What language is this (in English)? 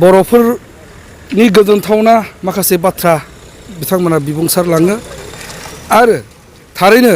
Bodo